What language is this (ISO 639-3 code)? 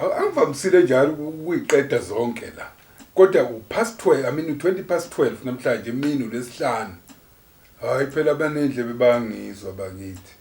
zul